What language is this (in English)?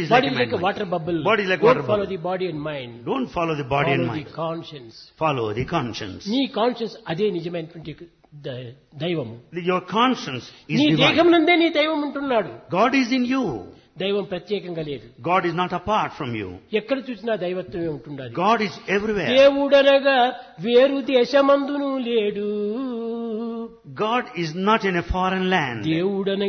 Telugu